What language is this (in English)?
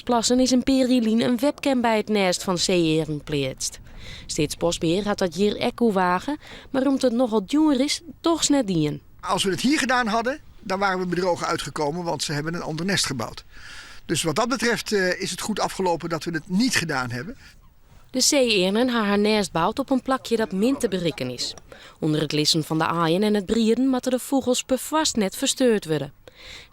Western Frisian